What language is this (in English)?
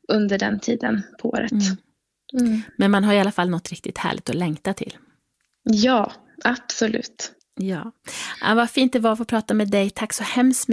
Swedish